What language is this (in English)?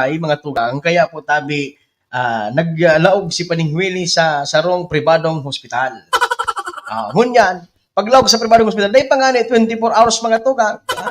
Bikol